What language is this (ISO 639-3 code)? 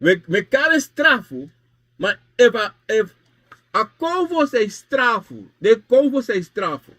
srn